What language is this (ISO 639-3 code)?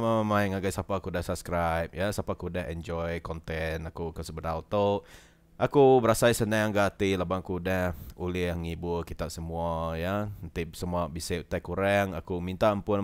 iba